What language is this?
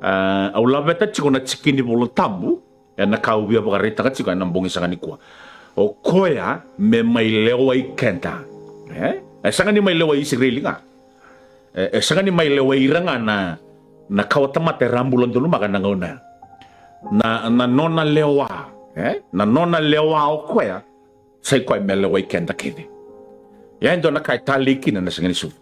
Fijian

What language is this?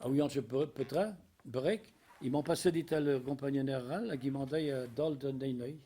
Breton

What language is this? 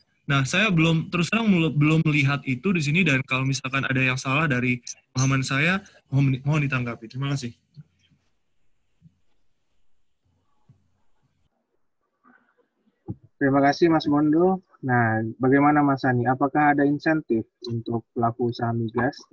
Indonesian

